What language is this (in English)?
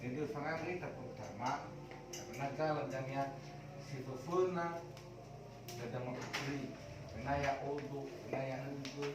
Nias